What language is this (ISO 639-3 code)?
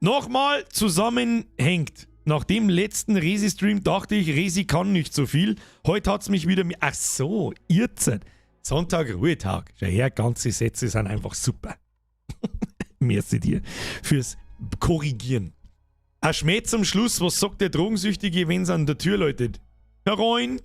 bar